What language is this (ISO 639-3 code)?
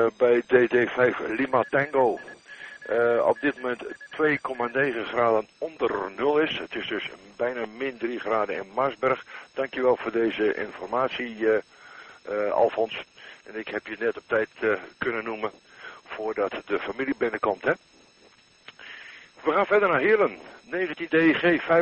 nld